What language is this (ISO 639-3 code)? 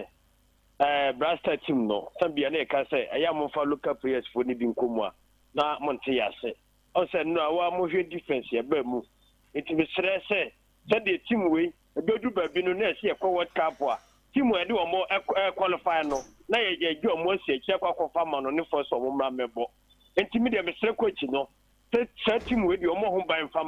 aka